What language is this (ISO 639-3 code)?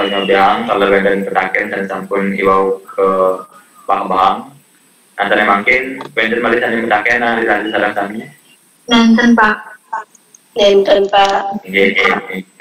ban